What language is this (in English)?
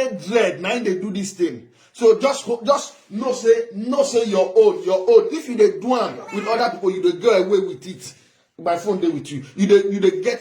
Nigerian Pidgin